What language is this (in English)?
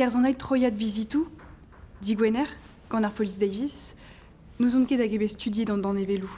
Breton